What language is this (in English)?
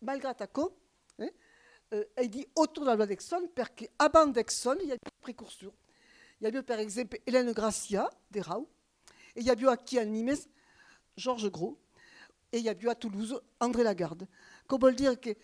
Occitan